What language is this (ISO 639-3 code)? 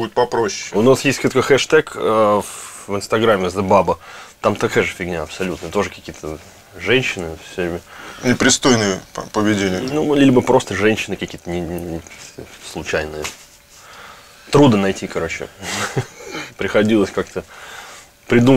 rus